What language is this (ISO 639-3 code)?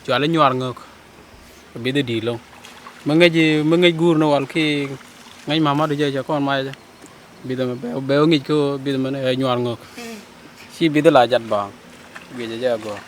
nus